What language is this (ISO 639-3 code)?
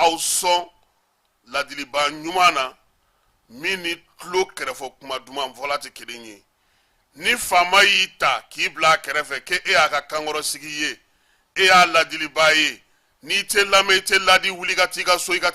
bam